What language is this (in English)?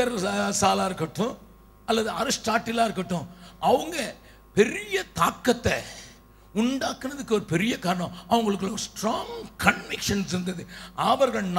Tamil